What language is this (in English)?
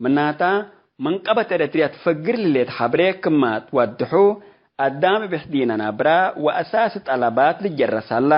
Tigre